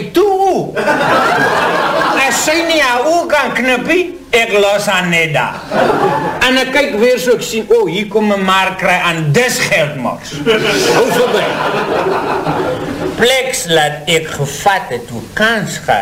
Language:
Afrikaans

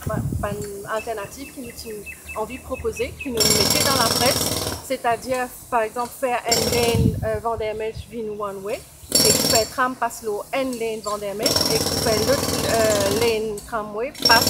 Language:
Morisyen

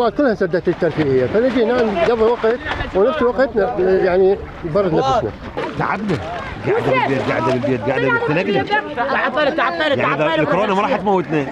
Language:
Mesopotamian Arabic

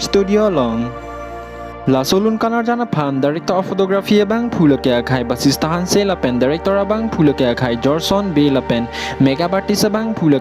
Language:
Karbi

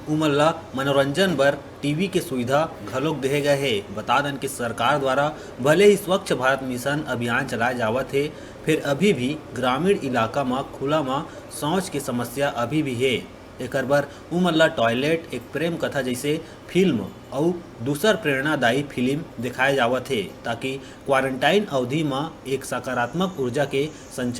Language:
Chhattisgarhi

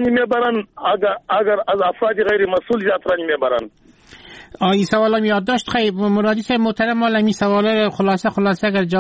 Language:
Persian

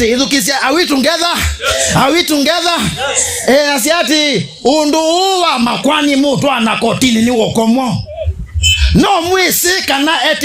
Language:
Kamba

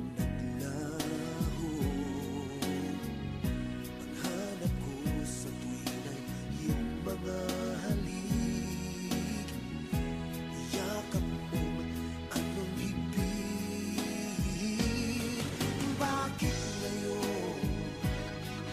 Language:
Filipino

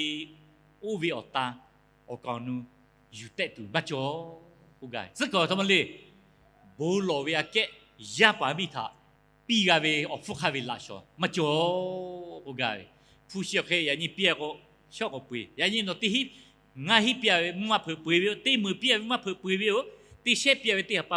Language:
Lahu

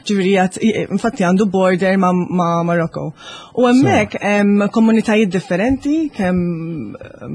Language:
Maltese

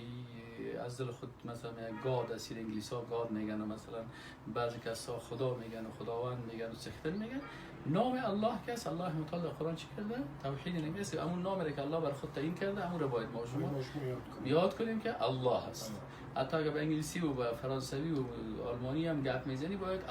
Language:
Persian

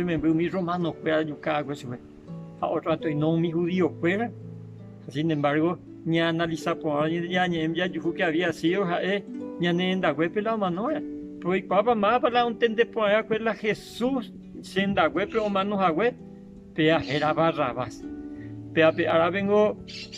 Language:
Guarani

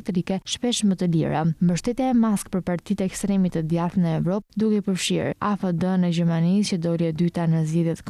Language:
Albanian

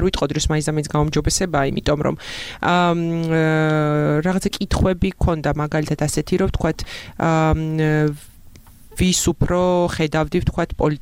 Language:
Georgian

